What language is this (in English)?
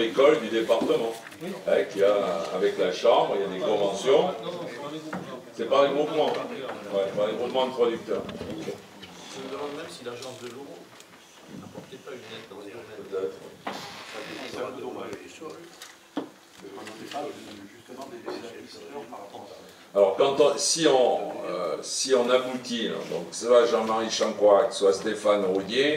French